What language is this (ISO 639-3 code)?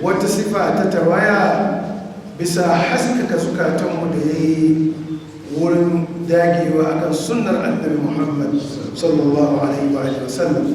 hau